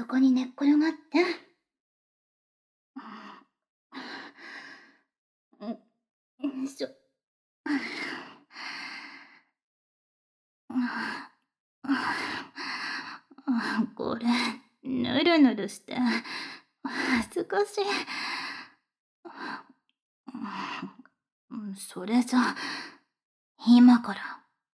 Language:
Japanese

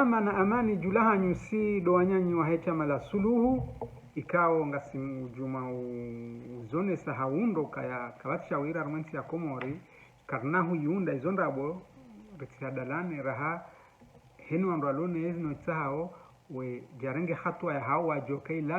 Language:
Ngazidja Comorian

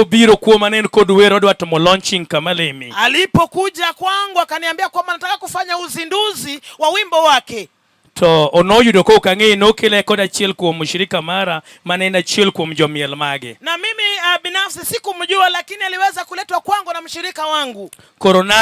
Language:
Luo (Kenya and Tanzania)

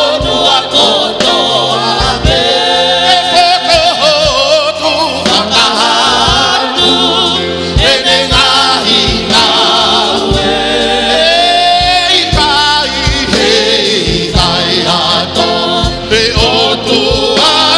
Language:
Tongan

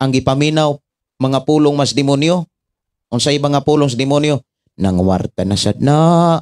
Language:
Cebuano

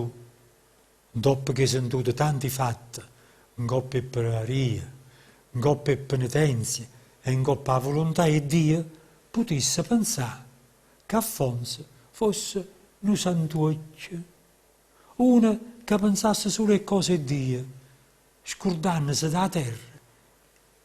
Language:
Neapolitan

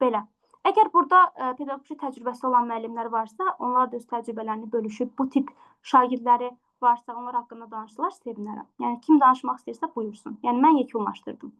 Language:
Azerbaijani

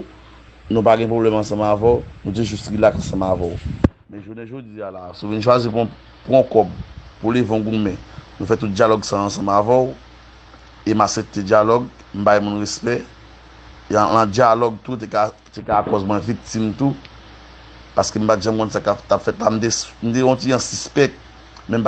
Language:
Haitian Creole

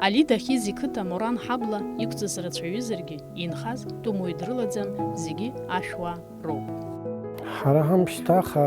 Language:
Abkhazian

